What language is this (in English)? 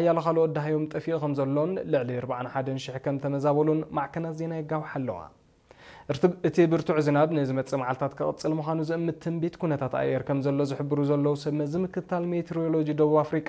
Tigrinya